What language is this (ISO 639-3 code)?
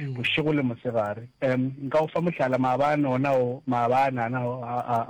nso